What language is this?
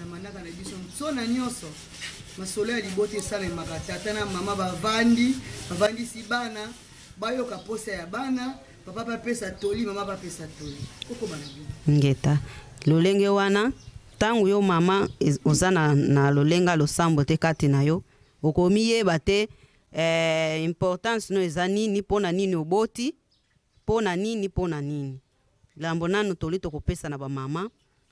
Lingala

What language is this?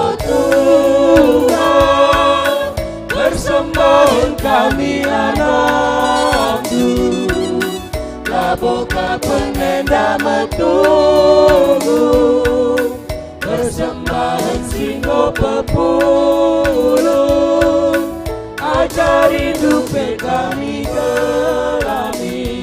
Batak Karo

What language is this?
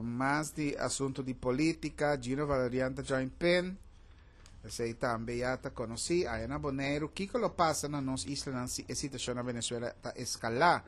Papiamento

